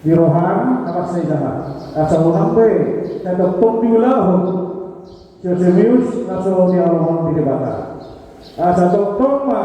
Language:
Batak Toba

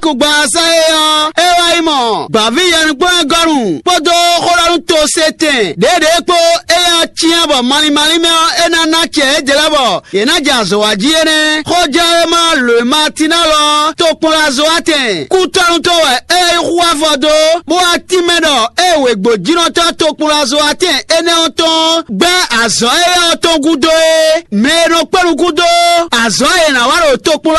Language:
Fon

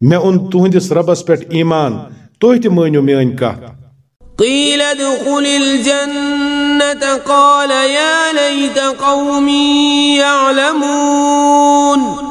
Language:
Kashmiri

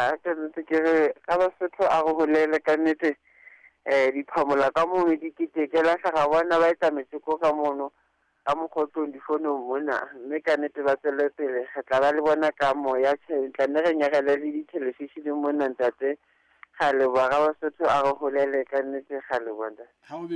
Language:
Southern Sotho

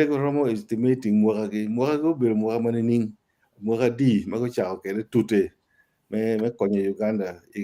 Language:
Acoli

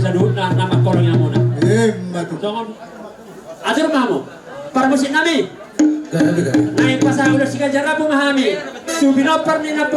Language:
Batak Toba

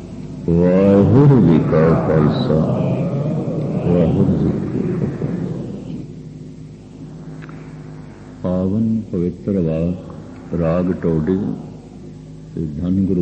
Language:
Punjabi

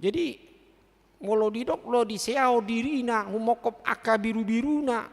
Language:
Batak Toba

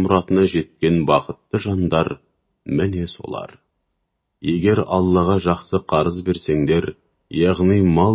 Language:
Kazakh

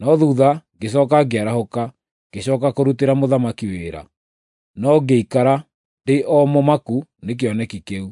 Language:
Kikuyu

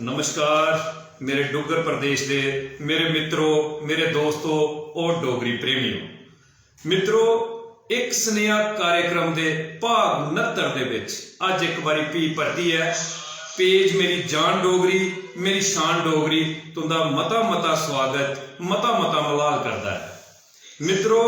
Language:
Dogri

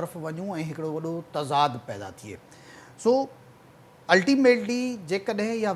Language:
Sindhi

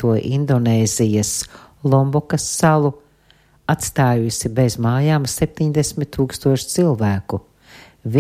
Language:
Latvian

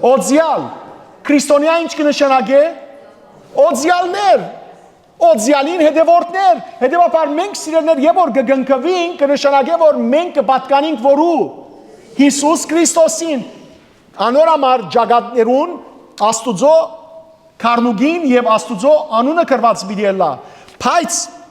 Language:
Western Armenian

